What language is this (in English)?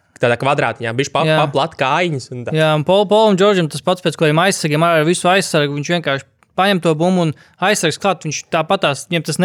Latvian